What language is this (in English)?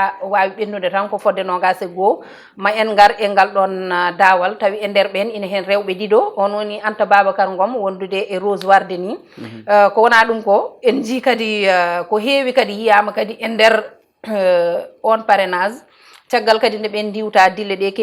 Fula